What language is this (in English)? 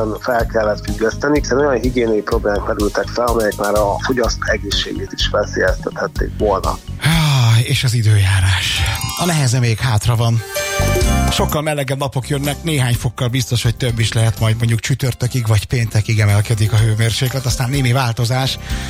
Hungarian